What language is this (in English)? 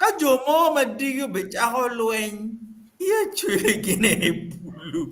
Acoli